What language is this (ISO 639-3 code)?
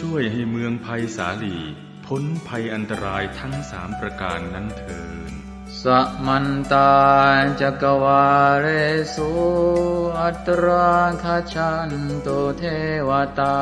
pli